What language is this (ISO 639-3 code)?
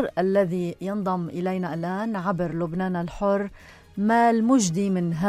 apc